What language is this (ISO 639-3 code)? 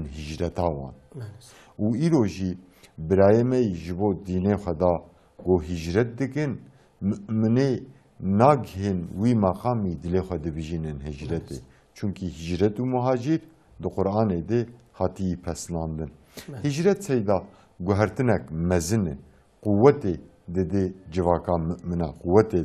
kur